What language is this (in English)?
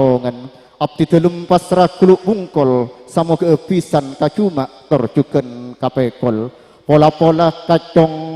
Madurese